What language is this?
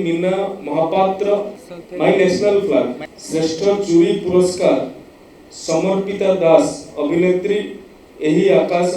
Odia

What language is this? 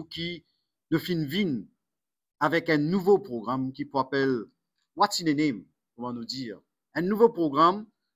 Morisyen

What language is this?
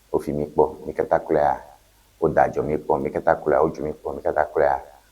Ewe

